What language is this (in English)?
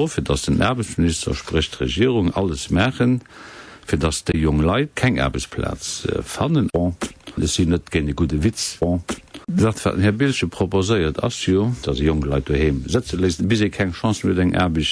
Luxembourgish